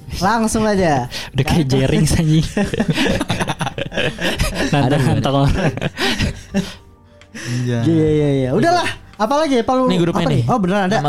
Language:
Indonesian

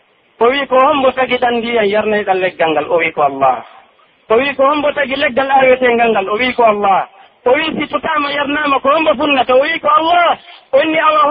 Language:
Pular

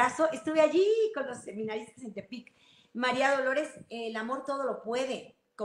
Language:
Spanish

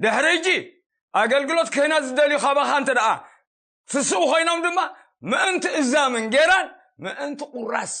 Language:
Tigrinya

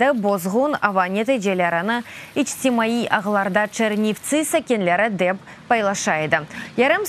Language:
Crimean Tatar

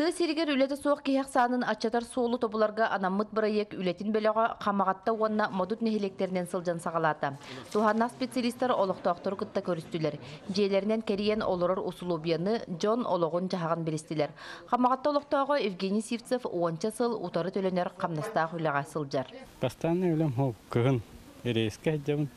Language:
Yakut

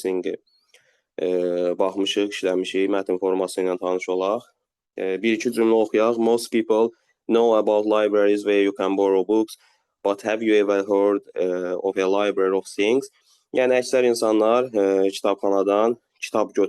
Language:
Azerbaijani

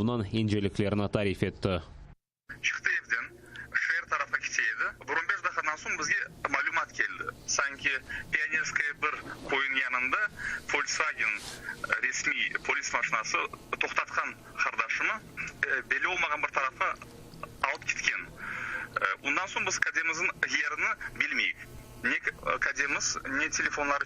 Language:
Crimean Tatar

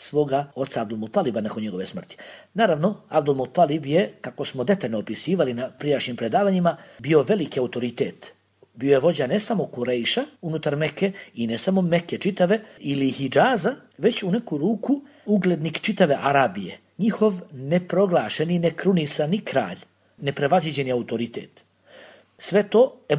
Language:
Bosnian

